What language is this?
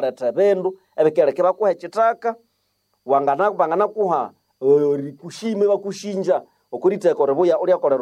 Nande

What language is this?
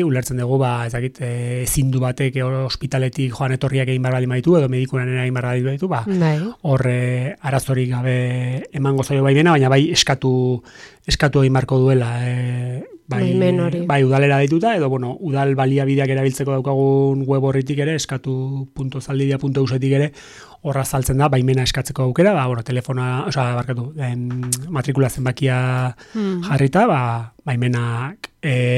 Basque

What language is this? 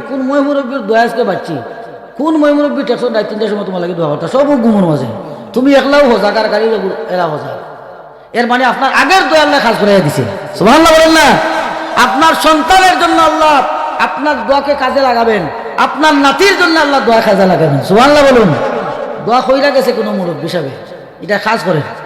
Sylheti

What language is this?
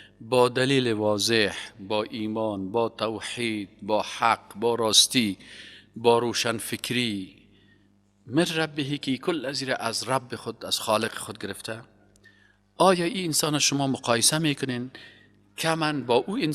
Persian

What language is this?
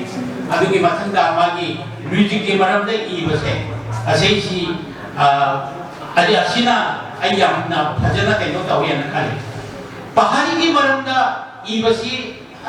Manipuri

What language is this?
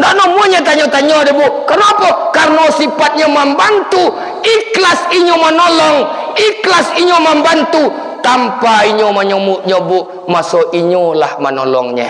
Minangkabau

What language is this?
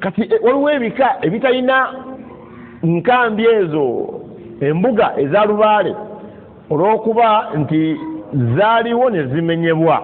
Ganda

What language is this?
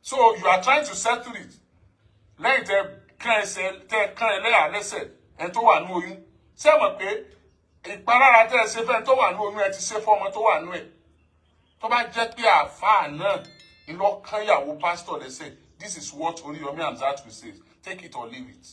Yoruba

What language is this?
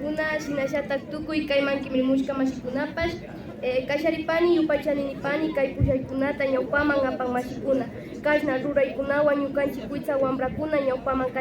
Imbabura Highland Quichua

